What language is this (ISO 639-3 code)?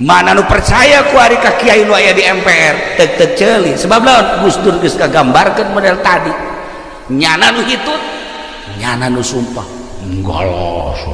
sun